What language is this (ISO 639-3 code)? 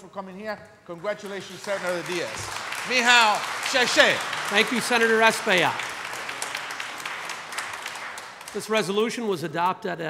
eng